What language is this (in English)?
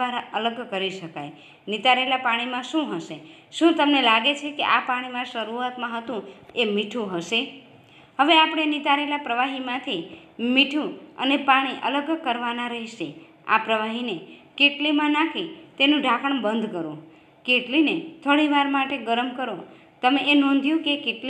Gujarati